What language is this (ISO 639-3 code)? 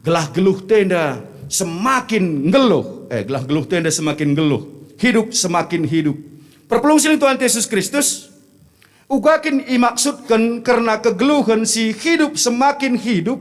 btx